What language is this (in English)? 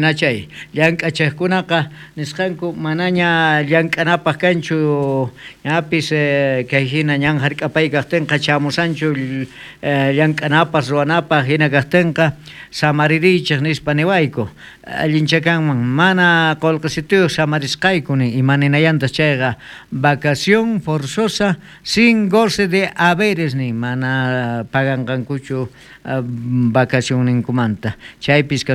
South Bolivian Quechua